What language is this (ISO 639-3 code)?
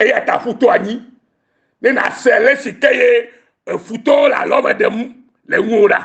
ewe